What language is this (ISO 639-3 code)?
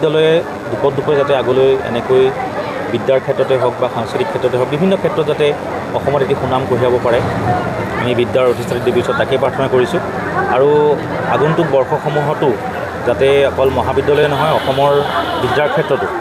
asm